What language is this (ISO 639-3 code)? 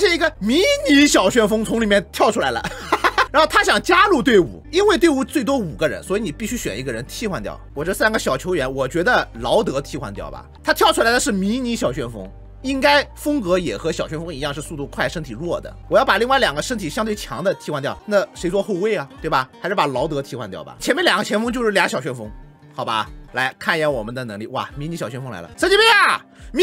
zho